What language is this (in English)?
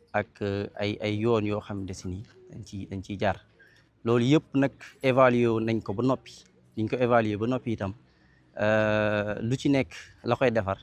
Wolof